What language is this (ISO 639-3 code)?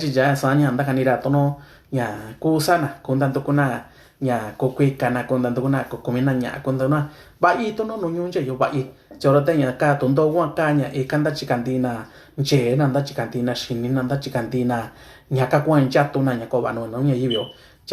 mix